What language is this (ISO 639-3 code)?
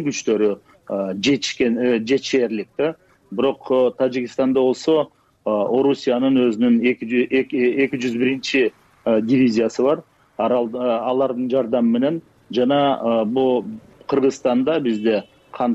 kir